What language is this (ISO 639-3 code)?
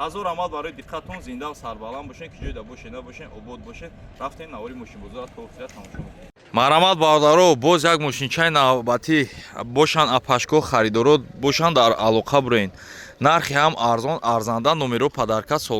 tgk